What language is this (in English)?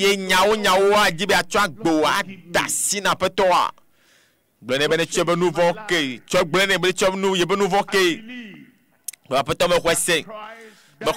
Ewe